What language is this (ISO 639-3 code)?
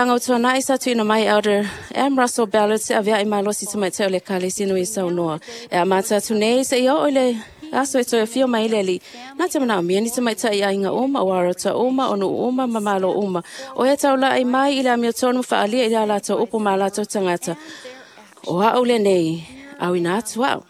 smo